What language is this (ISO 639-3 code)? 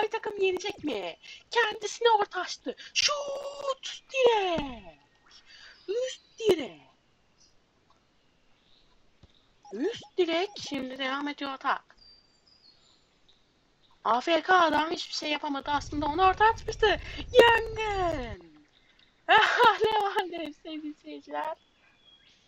tur